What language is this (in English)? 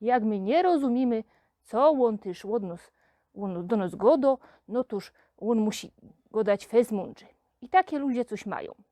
Silesian